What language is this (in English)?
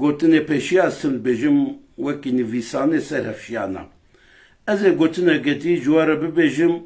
Kurdish